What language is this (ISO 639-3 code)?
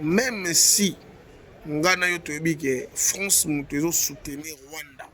lin